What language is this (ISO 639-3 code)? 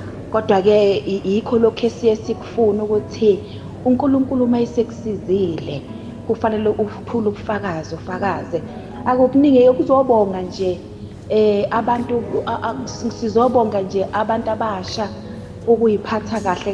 zul